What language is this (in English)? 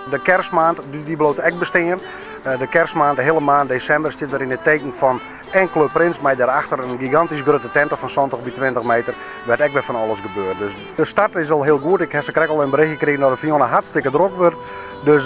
Western Frisian